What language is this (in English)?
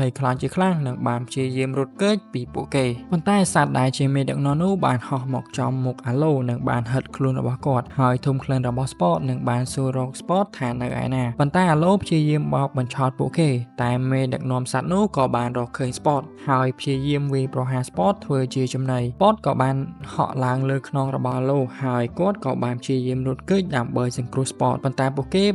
Khmer